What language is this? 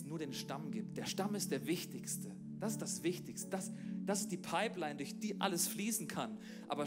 Swiss German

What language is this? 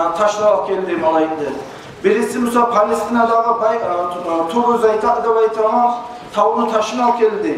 Kumyk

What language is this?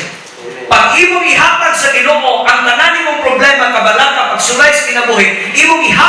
Cebuano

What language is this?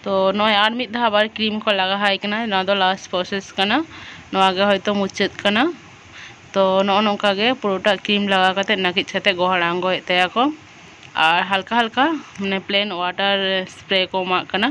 Santali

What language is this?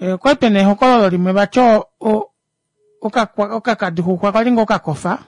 Kuanyama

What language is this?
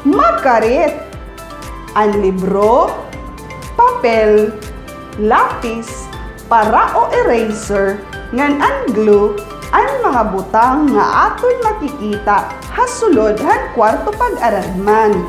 Waray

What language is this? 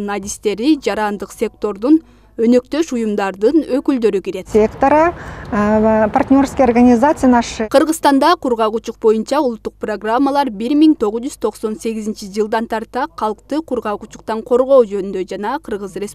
Kyrgyz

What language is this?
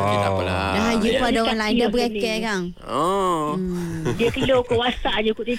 Malay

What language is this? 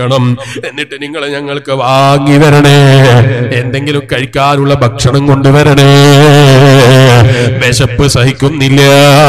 Malayalam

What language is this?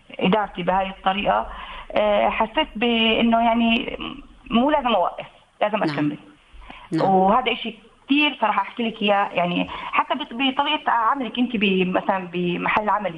North Levantine Arabic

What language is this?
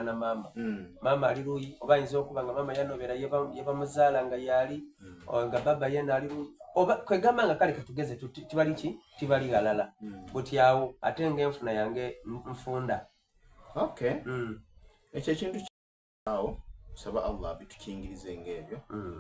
Soga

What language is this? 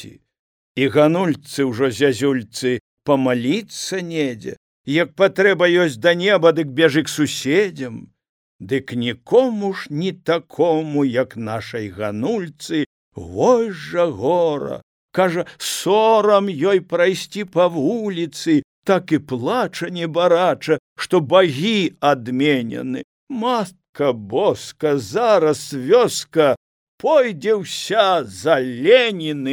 Belarusian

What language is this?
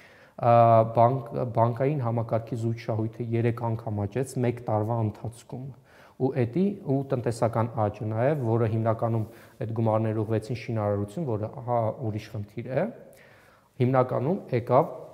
Armenian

